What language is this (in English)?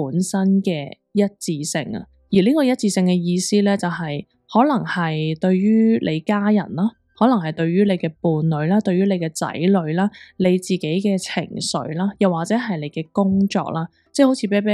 Cantonese